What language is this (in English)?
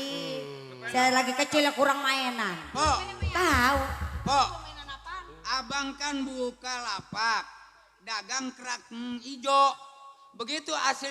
Betawi